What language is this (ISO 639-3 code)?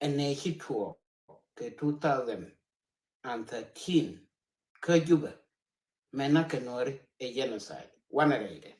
nus